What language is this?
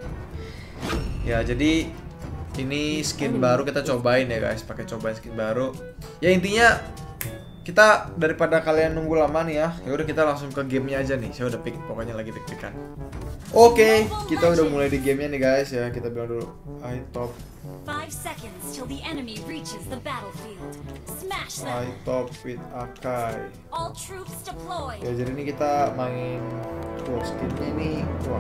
Indonesian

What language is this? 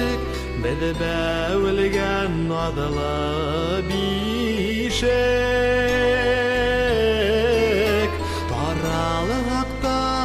Bashkir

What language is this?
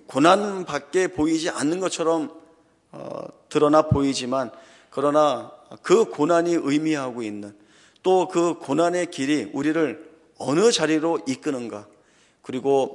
Korean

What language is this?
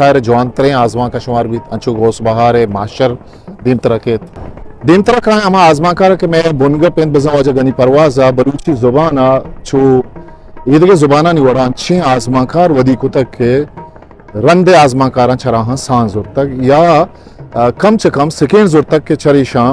Eastern Balochi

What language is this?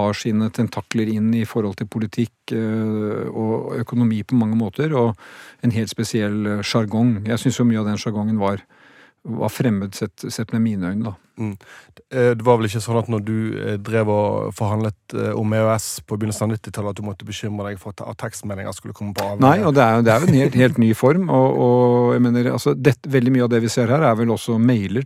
Norwegian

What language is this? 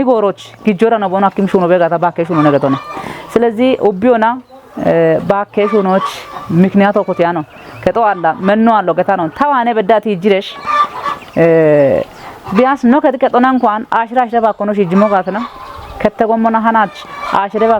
Kafa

